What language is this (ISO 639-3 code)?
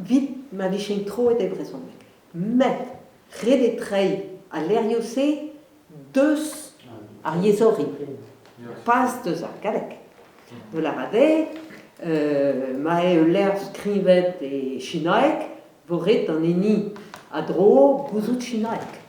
bre